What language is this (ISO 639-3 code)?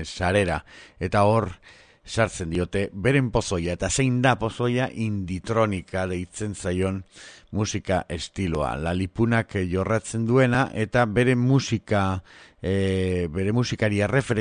eus